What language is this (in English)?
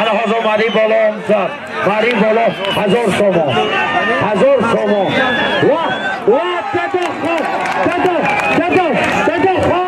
Tajik